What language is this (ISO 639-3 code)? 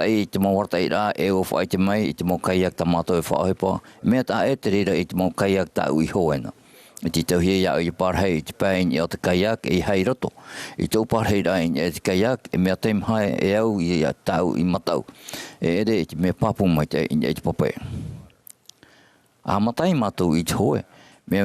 tah